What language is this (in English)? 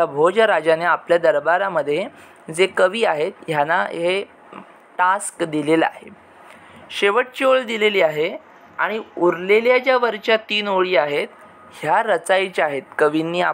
Marathi